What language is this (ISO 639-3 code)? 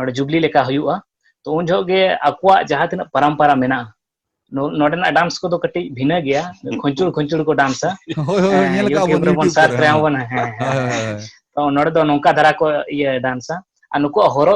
sat